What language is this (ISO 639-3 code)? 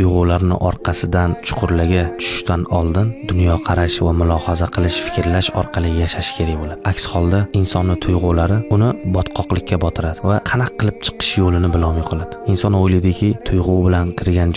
uzb